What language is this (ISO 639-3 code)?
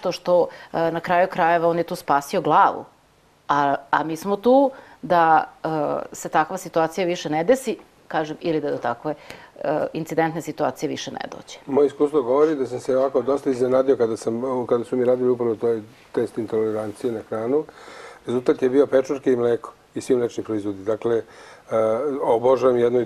srp